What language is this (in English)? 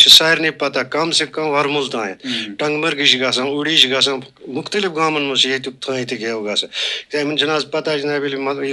Kashmiri